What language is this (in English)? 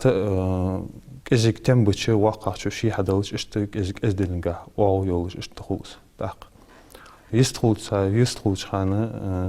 Ingush